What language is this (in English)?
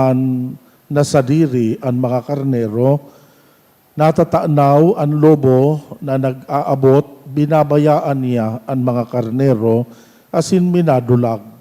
Bikol